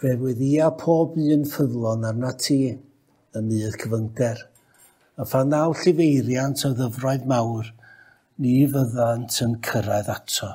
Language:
Welsh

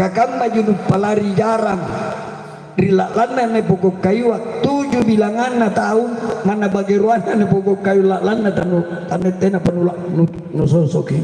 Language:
Makasar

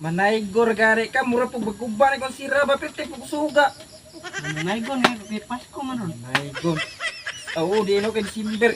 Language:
Cebuano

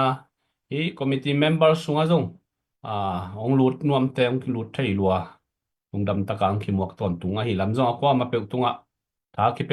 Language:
Tedim Chin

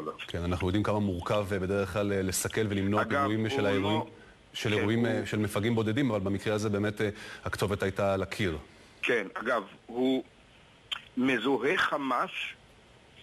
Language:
Hebrew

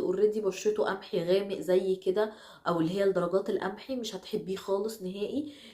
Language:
Egyptian Arabic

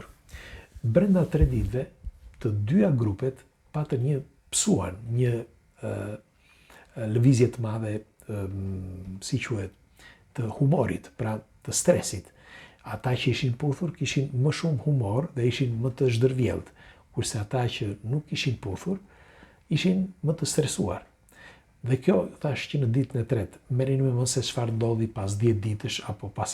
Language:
Albanian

